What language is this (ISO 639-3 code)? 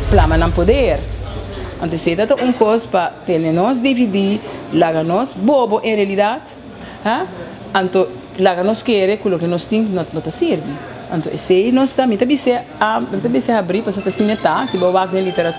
pap